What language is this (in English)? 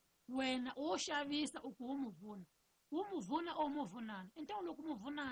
Tsonga